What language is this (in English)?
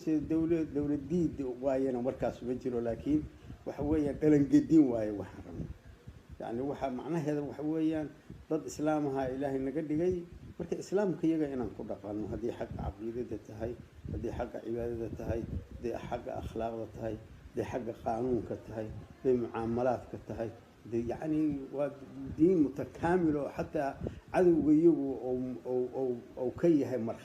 Somali